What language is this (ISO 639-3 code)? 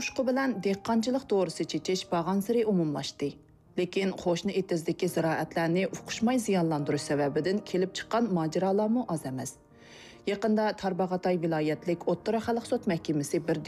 uig